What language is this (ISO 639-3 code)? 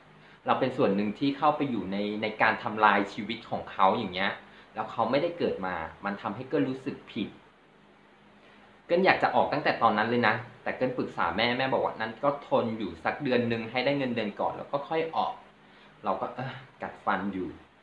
tha